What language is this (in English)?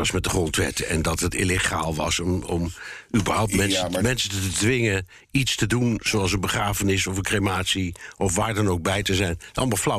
Dutch